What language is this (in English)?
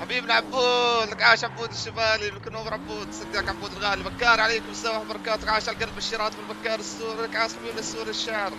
North Levantine Arabic